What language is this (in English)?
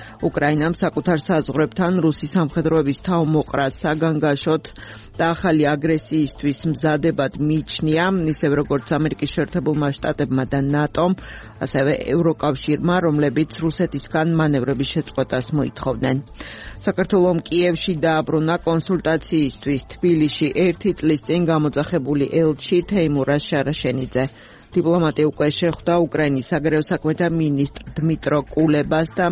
Georgian